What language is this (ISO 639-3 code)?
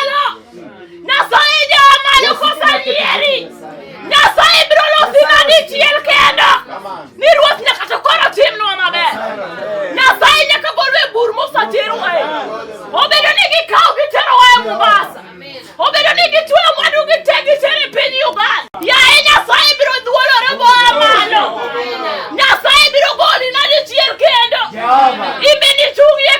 luo